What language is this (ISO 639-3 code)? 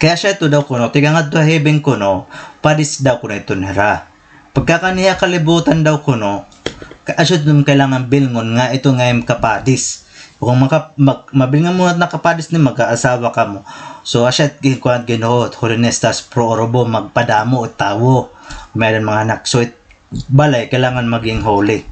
war